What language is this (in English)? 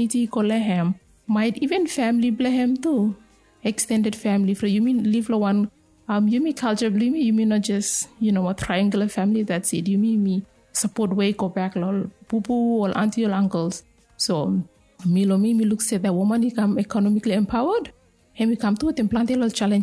Bislama